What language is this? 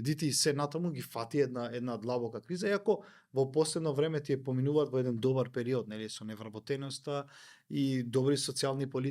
Macedonian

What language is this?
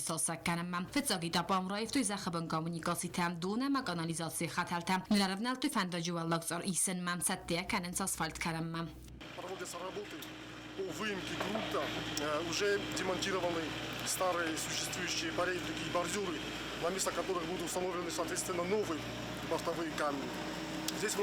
Ossetic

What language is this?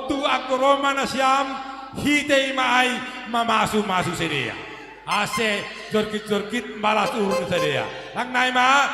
Batak Simalungun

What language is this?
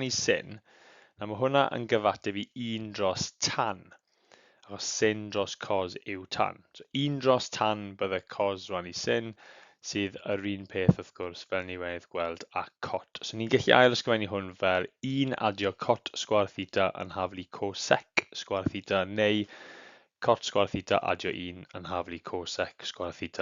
Welsh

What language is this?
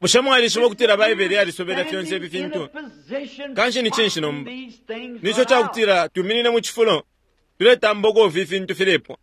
Bemba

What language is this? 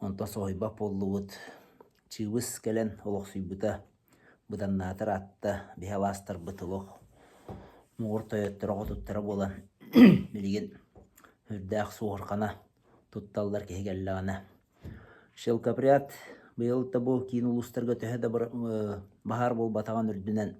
Yakut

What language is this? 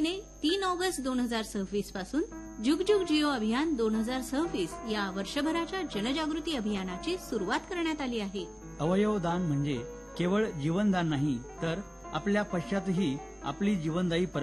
Marathi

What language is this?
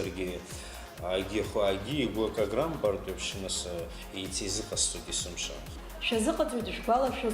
Abkhazian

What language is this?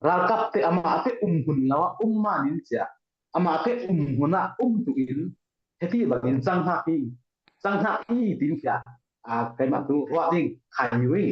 Falam Chin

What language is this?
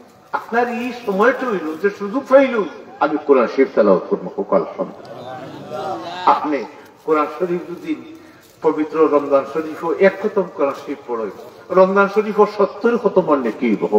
Sylheti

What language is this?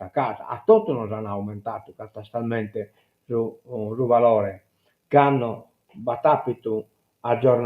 Sardinian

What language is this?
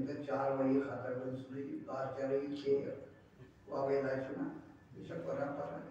Kashmiri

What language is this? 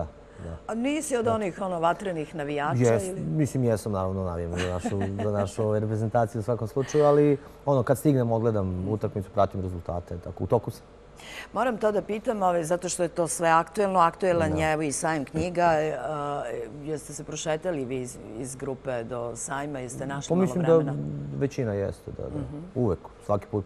Serbian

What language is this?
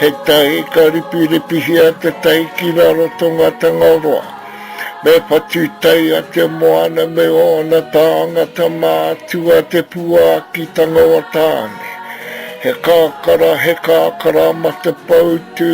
Māori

